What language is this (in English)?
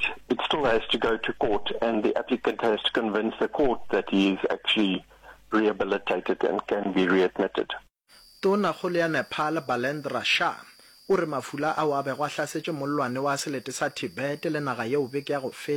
Northern Sotho